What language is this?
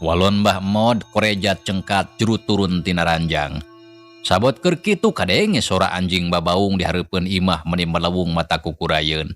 Sundanese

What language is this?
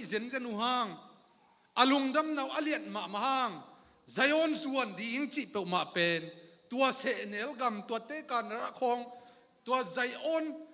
Tedim Chin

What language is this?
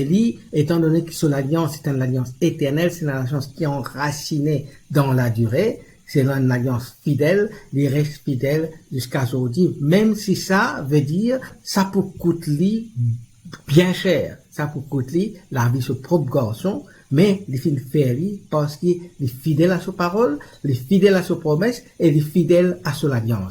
Morisyen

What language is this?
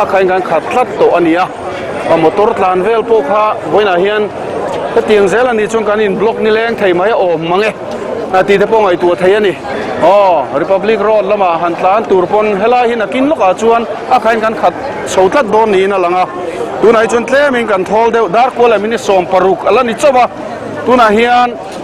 Mizo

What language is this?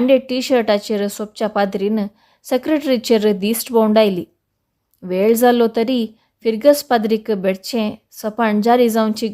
Konkani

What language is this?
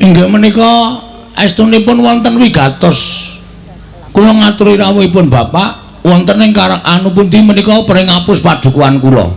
Javanese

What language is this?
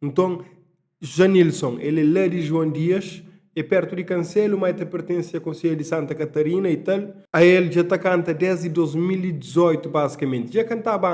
Kabuverdianu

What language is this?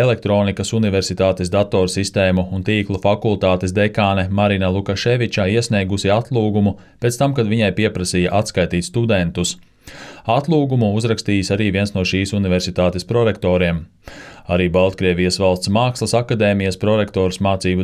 Latvian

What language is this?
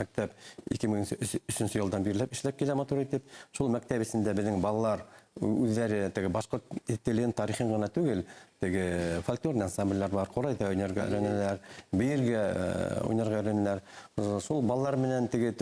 Bashkir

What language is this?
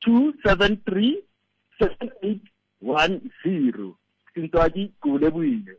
Southern Sotho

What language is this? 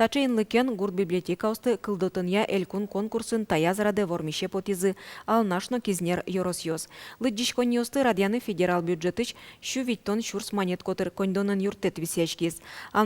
Udmurt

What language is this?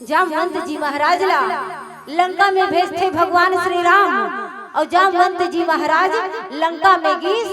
Chhattisgarhi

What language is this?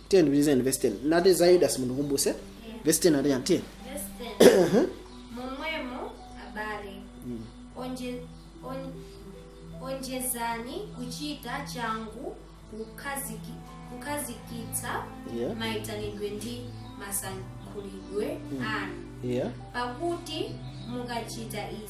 Nyanja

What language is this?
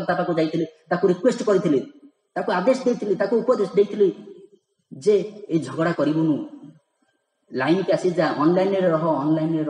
Odia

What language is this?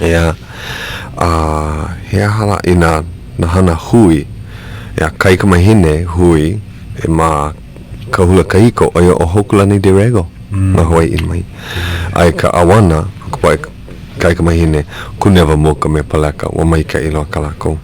Hawaiian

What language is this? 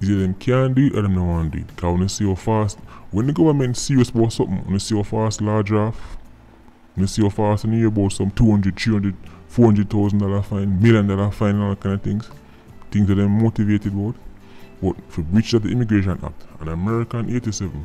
Jamaican Creole English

